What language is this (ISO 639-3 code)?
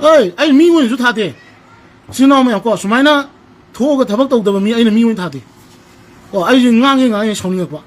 mni